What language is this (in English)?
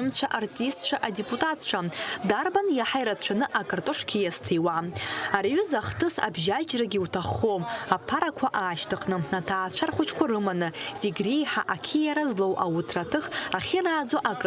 Abkhazian